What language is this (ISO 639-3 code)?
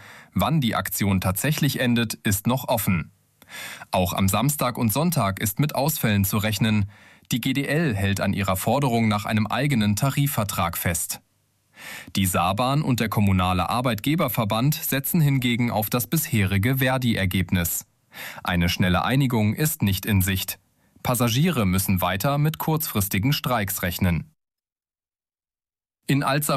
deu